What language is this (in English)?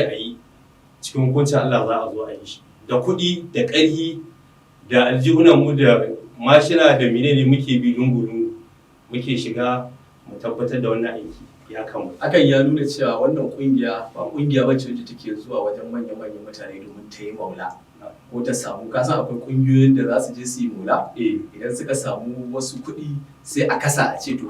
Hausa